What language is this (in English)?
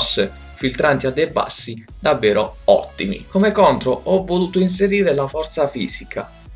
Italian